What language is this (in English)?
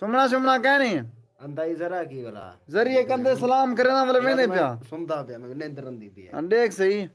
Saraiki